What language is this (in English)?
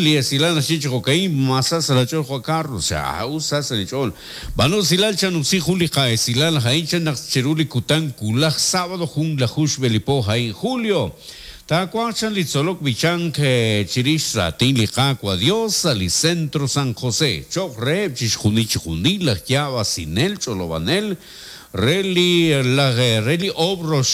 Kekchí